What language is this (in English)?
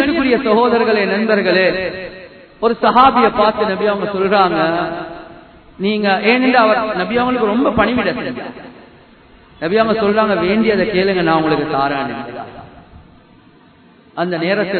Tamil